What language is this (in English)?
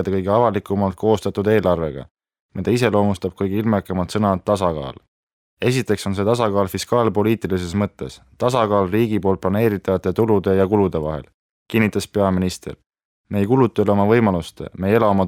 Estonian